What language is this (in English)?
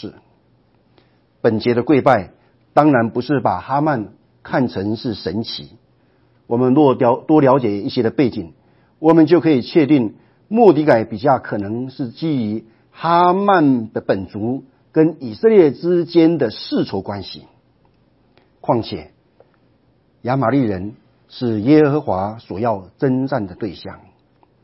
Chinese